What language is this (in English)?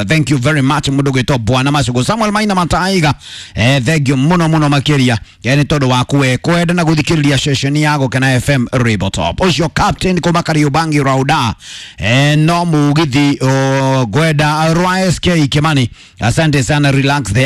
Kikuyu